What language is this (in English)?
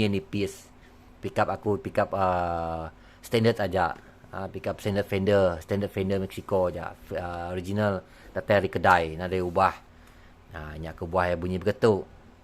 Iban